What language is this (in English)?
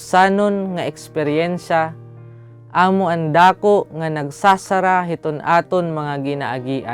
Waray